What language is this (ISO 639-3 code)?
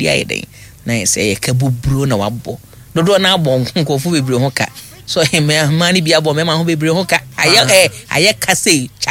aka